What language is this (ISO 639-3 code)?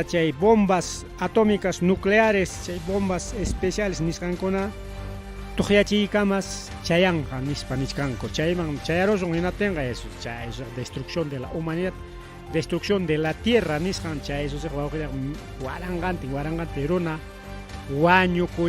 quy